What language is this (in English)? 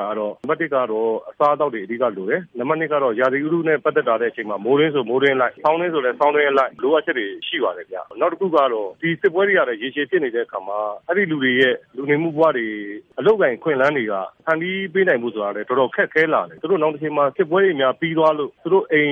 Burmese